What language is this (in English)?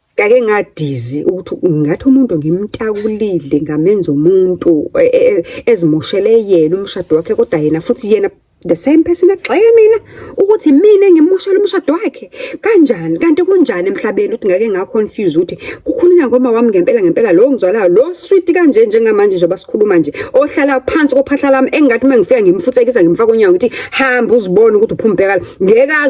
Zulu